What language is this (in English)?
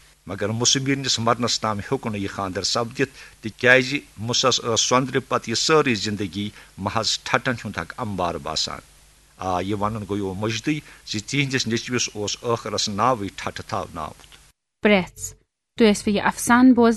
Kashmiri